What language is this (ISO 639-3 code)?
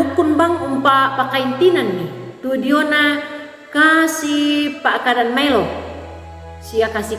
sda